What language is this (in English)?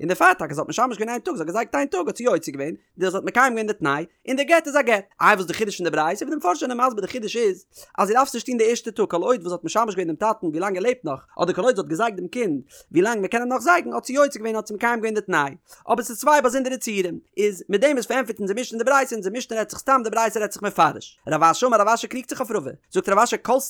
Yiddish